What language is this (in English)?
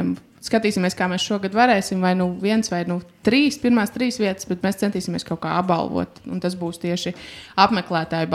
Latvian